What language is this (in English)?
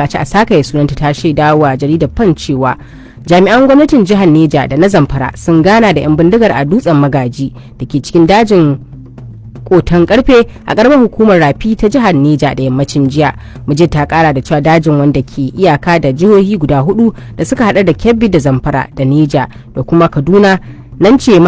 Hausa